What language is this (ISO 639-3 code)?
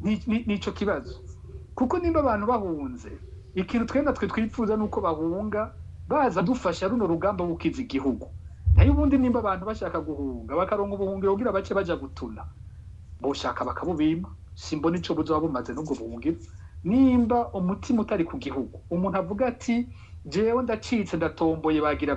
run